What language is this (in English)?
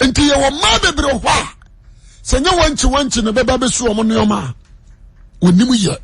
Akan